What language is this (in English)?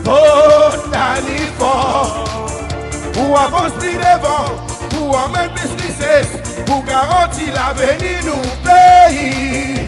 Seselwa Creole French